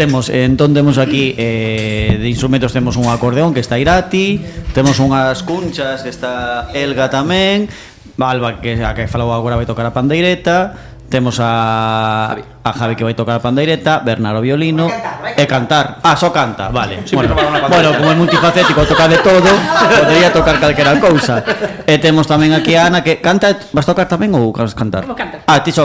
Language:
Galician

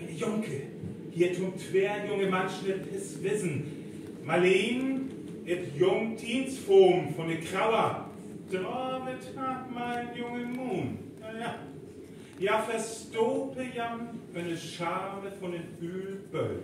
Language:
Northern Frisian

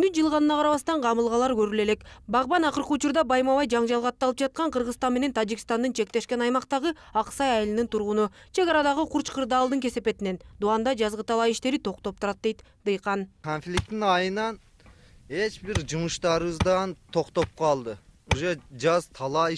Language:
Kyrgyz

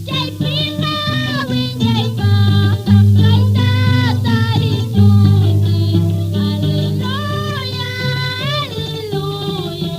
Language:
Quechua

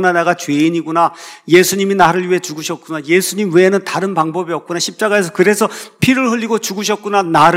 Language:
Korean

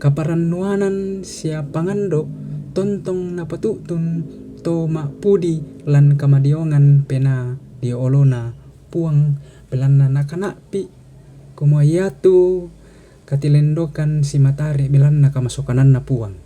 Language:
Toraja-Sa'dan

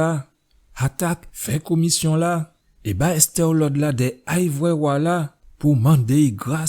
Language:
Guadeloupean Creole French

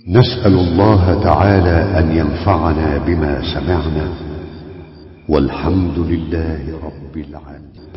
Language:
Arabic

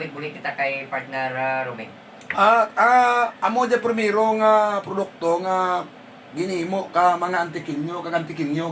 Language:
Hiligaynon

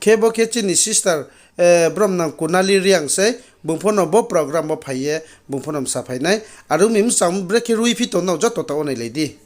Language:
Riang (India)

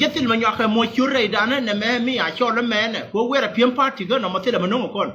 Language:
Nuer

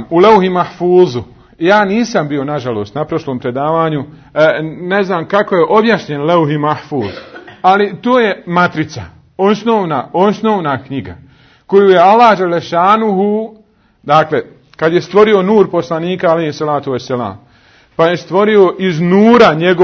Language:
Bosnian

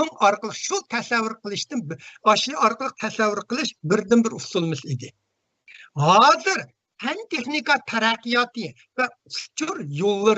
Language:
Uyghur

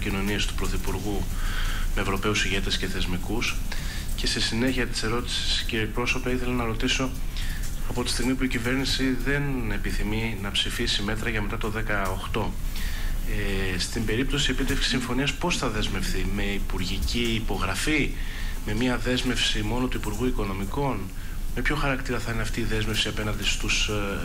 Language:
Greek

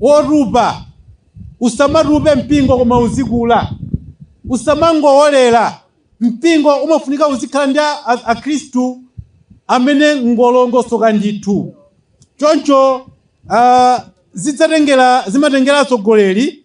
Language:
Nyanja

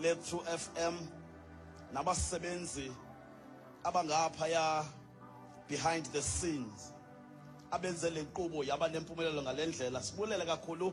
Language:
Xhosa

